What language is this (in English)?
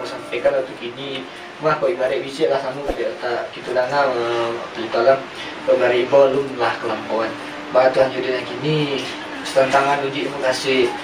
Minangkabau